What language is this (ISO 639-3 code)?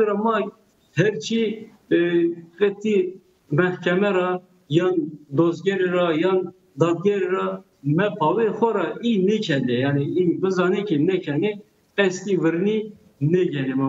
zza